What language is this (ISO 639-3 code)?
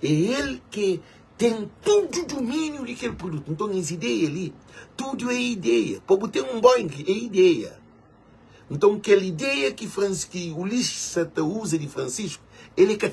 kea